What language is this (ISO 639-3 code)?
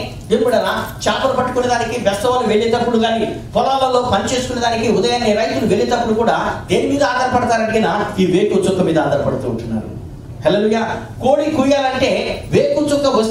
tel